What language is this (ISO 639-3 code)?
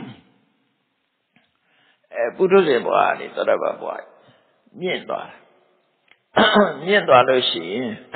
mya